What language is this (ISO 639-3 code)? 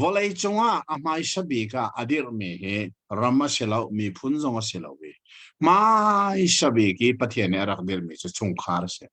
cnh